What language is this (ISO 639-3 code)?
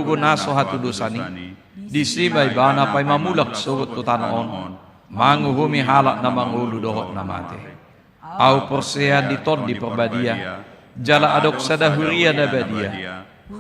bbc